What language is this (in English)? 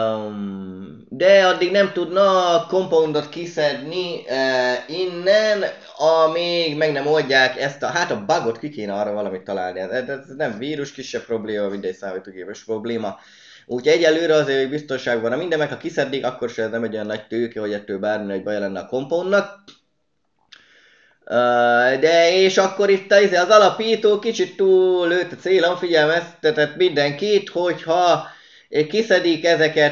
Hungarian